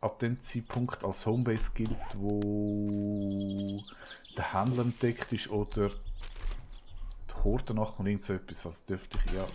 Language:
Swiss German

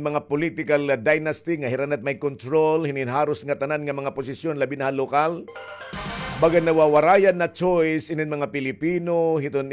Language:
Waray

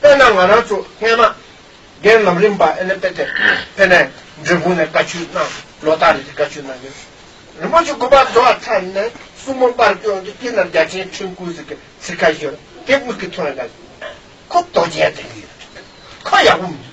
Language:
Tibetan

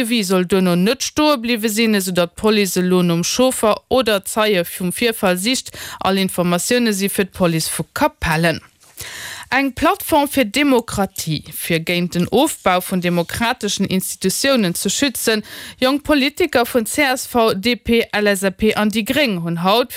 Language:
Luxembourgish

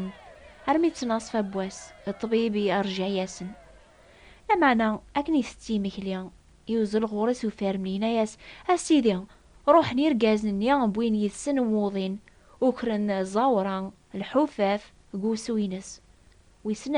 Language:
Kabyle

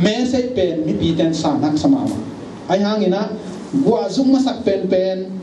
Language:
Tedim Chin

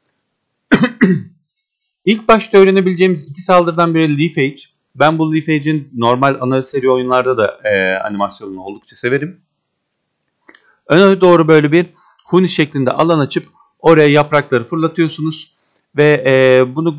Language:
Turkish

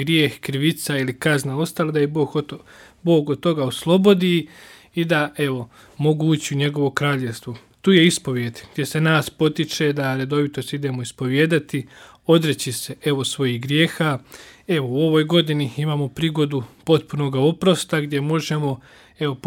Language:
Croatian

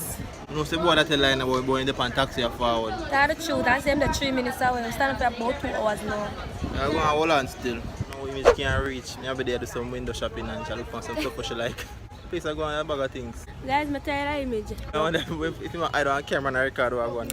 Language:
Jamaican Creole English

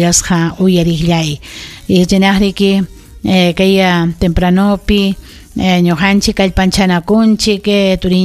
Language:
Ayacucho Quechua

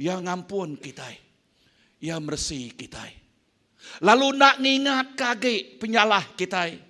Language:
Iban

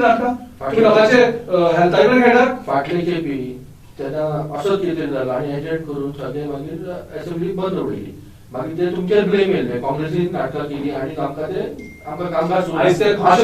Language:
Konkani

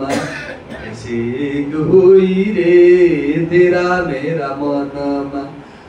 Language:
Nepali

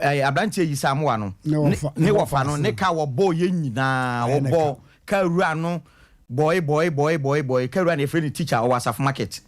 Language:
Akan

